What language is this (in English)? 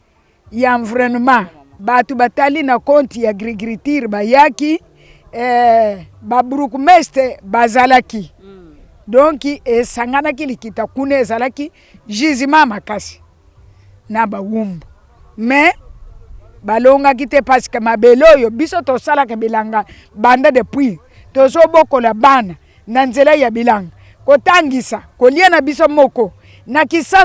Lingala